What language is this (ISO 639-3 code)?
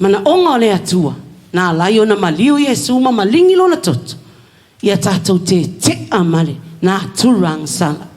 smo